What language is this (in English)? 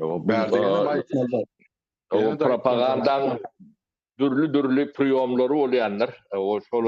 Turkmen